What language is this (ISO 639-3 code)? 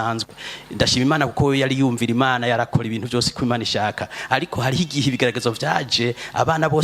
run